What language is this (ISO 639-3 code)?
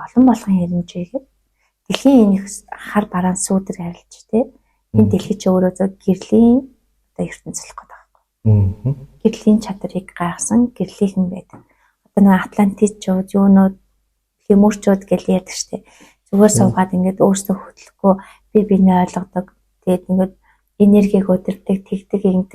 mon